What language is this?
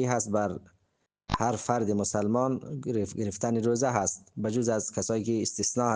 Persian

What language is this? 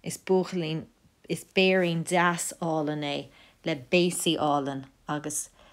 Irish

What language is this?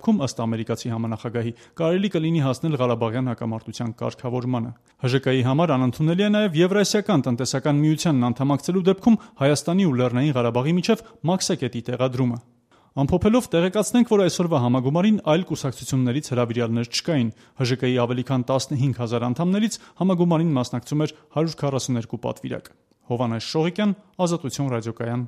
Armenian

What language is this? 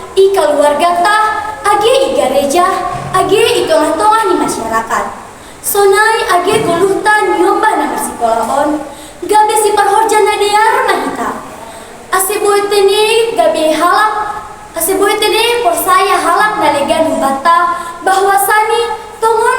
Batak Simalungun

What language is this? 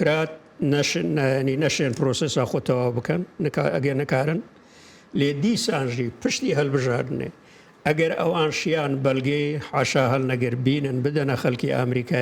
Central Kurdish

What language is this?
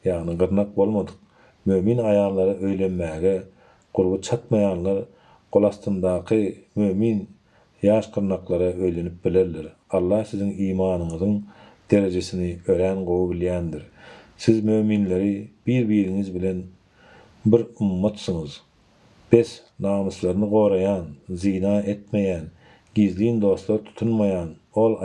Turkmen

